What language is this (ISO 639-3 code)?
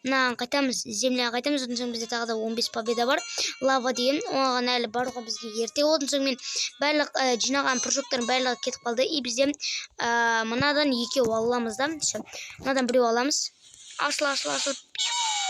kaz